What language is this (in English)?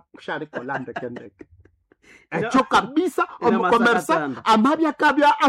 Nande